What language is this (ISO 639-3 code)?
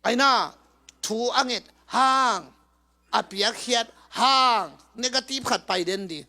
ctd